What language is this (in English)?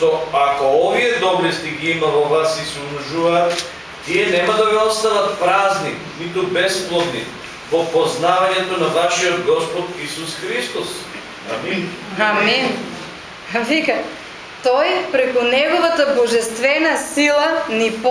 Macedonian